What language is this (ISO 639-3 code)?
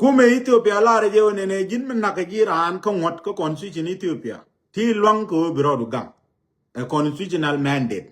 nus